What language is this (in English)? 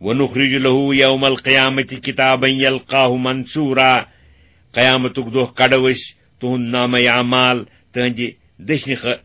Kashmiri